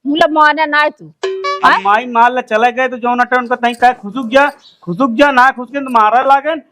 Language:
Awadhi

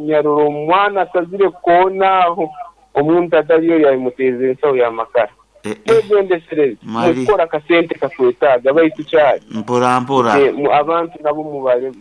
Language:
Nyoro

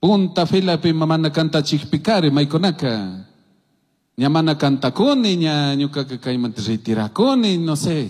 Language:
Chimborazo Highland Quichua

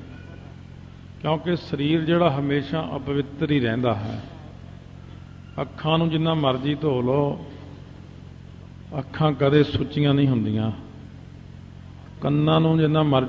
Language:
Punjabi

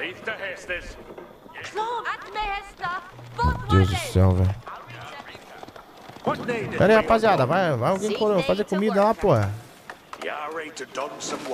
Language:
Portuguese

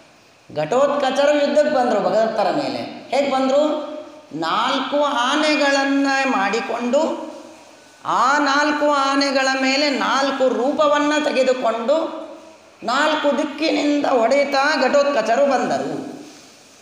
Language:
Kannada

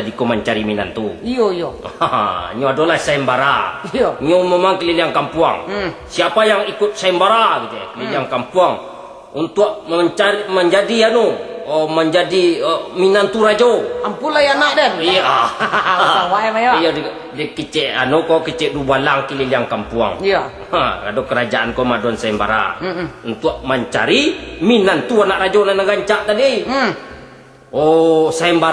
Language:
Minangkabau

